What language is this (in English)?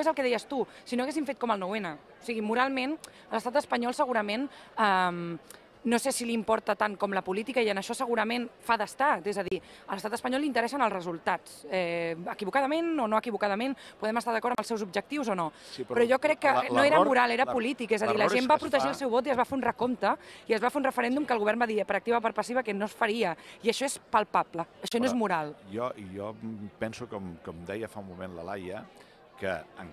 Catalan